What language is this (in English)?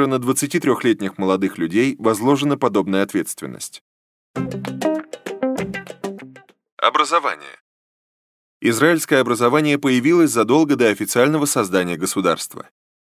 Russian